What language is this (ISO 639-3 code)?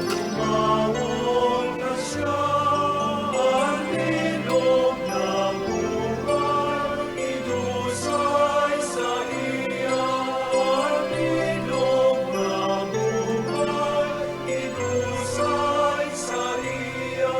bik